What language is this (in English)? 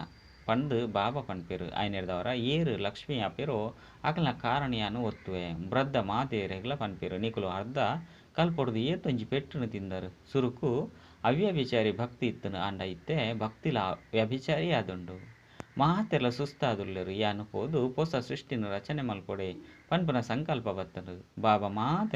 Tulu